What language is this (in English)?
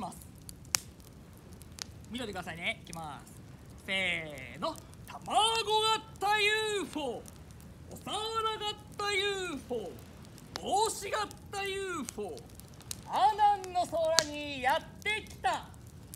Japanese